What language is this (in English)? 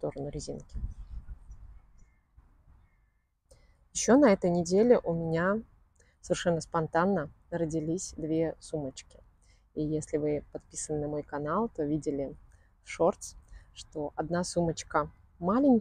Russian